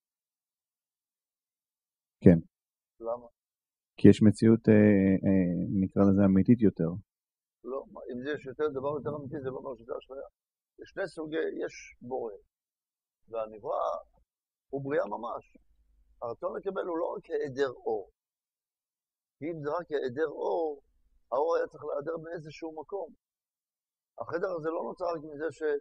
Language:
Hebrew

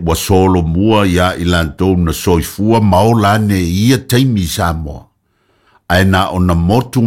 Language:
Samoan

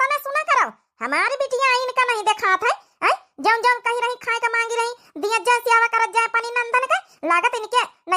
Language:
Awadhi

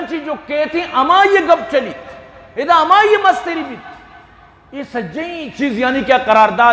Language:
Eastern Balochi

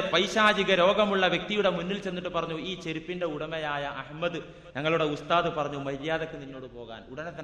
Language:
Malayalam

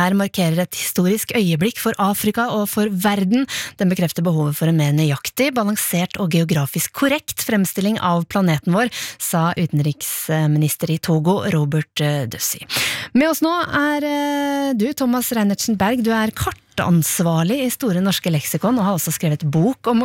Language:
Norwegian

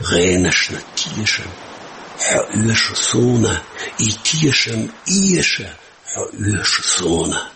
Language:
Chechen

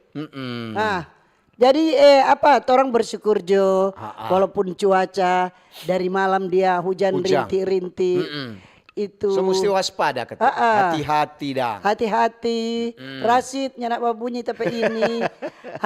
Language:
Manado Malay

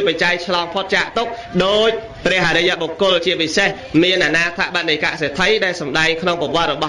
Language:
Khmer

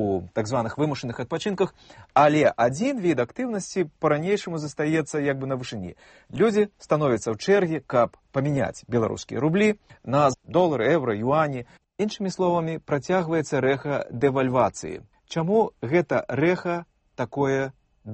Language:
Belarusian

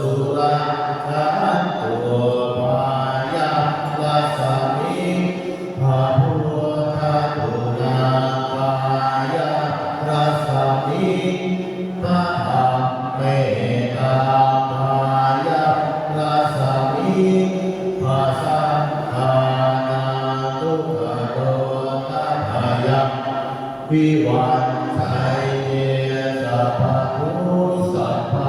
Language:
Pali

